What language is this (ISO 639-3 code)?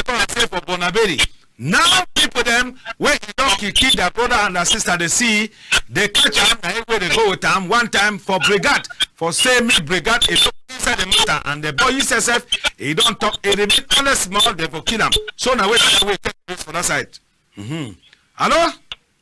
wes